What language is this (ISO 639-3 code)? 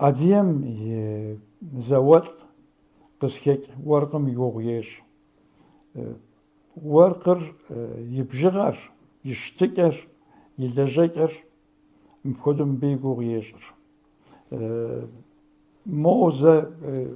kbd